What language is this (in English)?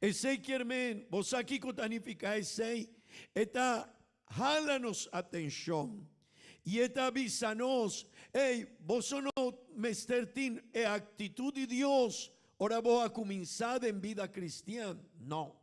Papiamento